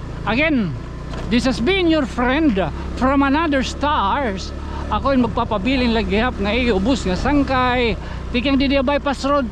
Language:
Waray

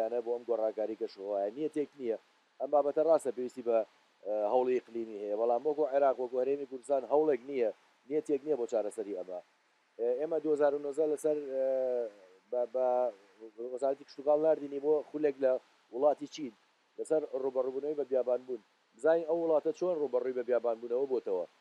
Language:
Central Kurdish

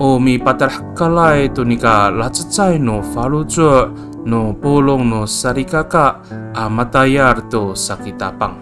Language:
Amis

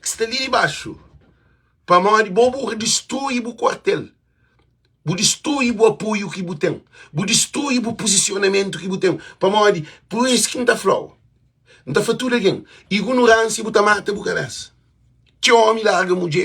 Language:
Kabuverdianu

